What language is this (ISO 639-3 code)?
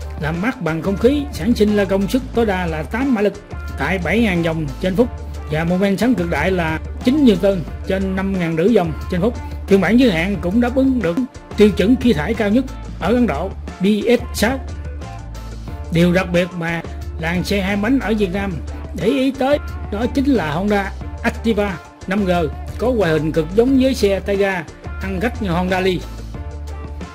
vie